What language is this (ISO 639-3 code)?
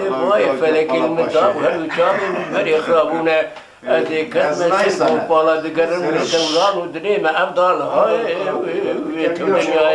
kur